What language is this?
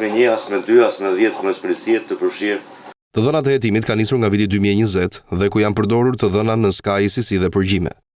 Albanian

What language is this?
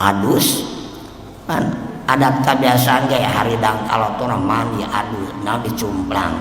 Sundanese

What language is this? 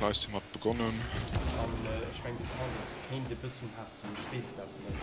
Luxembourgish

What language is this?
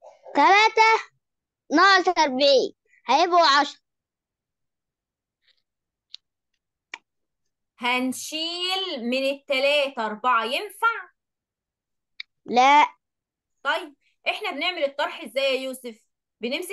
Egyptian Arabic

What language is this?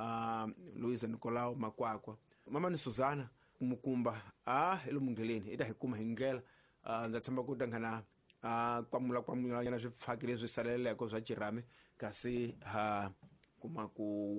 Tsonga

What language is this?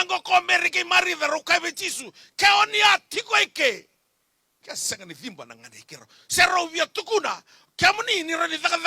Fijian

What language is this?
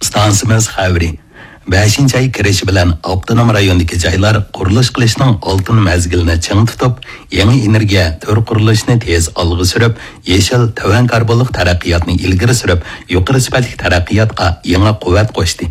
Uyghur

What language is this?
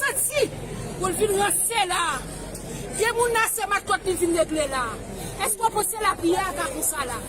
Haitian Creole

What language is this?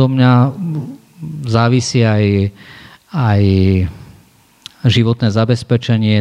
Slovak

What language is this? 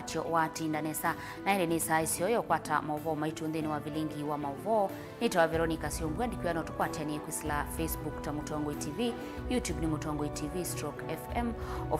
Kamba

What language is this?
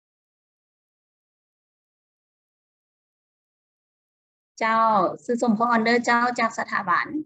Lao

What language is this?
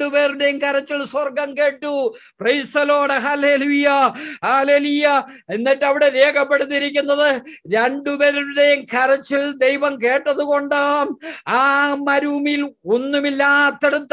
Malayalam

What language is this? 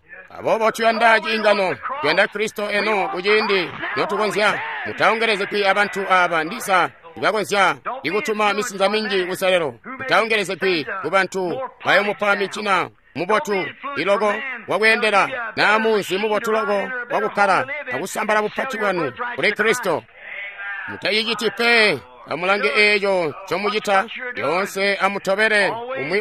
Tonga (Zambia)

